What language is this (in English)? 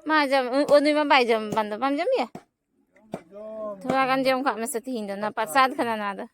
Santali